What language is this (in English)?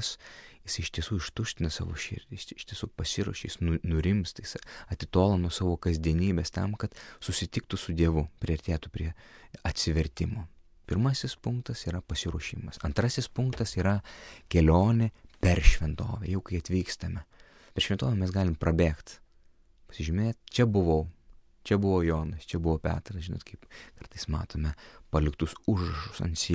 Lithuanian